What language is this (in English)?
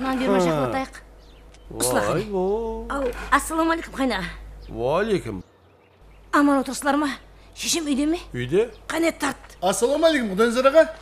Kara-Kalpak